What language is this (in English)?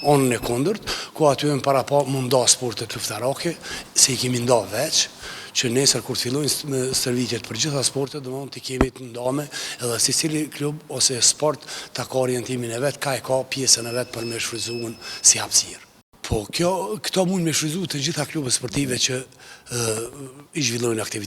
Albanian